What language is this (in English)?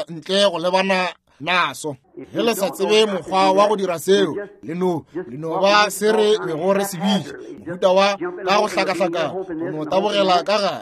Northern Sotho